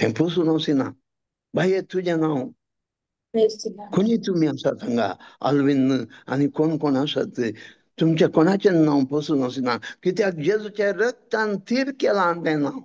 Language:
Konkani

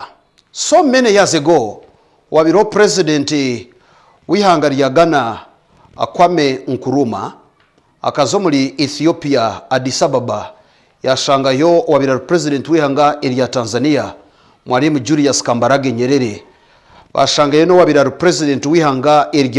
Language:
Nyankole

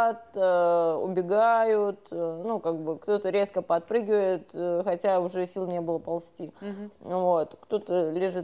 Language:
Russian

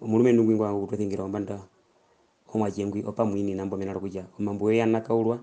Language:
Herero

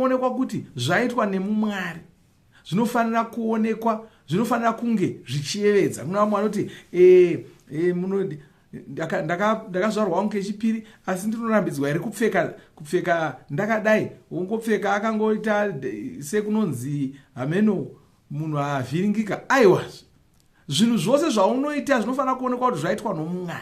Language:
Shona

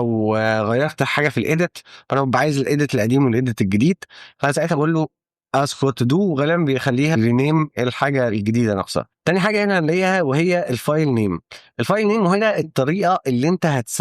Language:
Egyptian Arabic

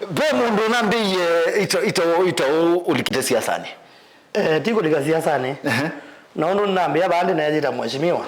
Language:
Kamba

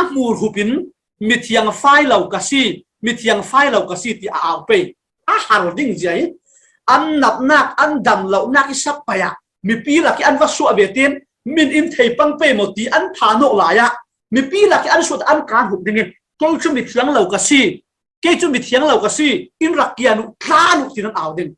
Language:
Falam Chin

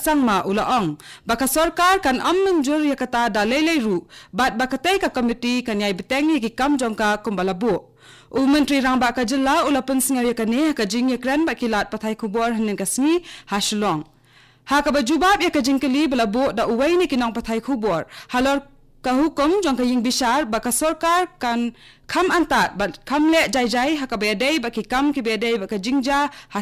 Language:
Khasi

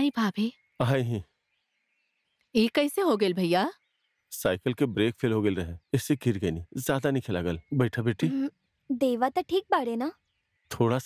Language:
Bhojpuri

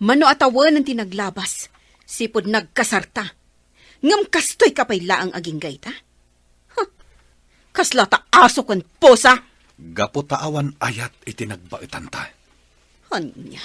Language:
Iloko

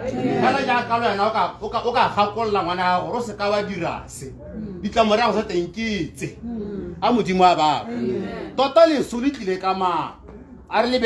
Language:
Tswana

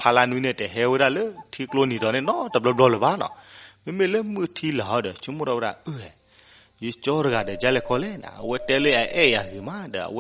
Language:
S'gaw Karen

